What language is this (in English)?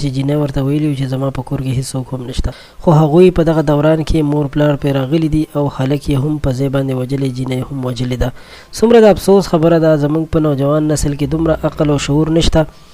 Pashto